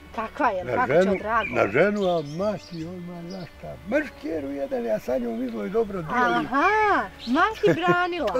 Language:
Bosnian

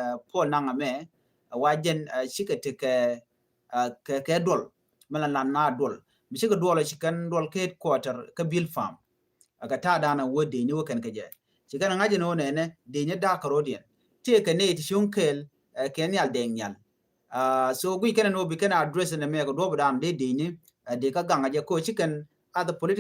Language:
Nuer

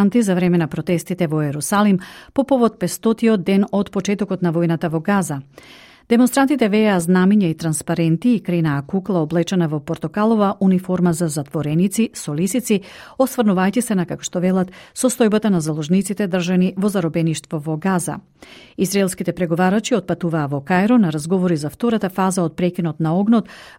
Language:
Macedonian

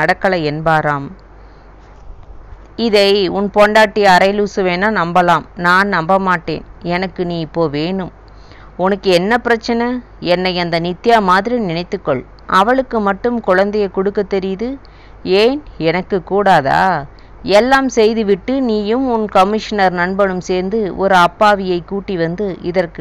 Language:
Tamil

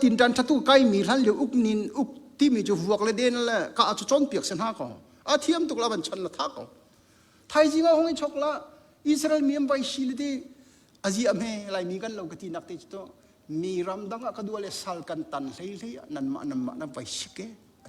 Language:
Hakha Chin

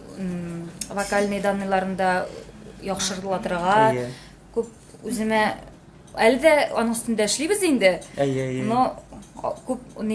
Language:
Tatar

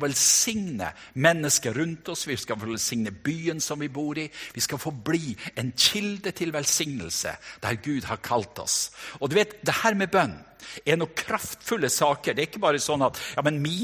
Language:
Norwegian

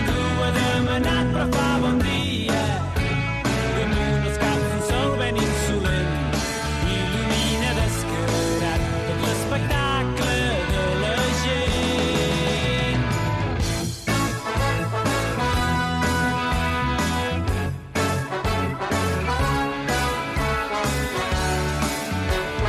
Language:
Catalan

